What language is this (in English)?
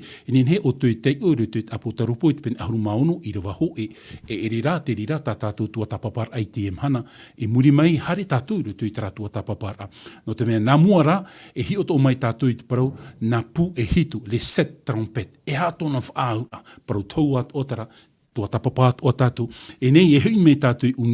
Tahitian